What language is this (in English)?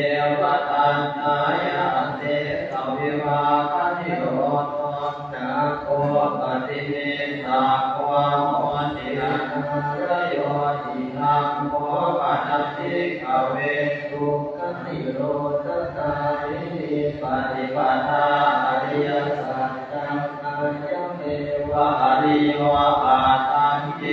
Pali